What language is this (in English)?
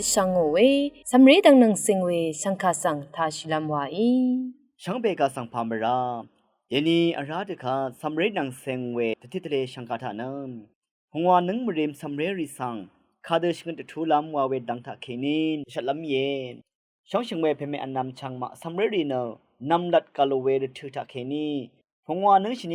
Rawang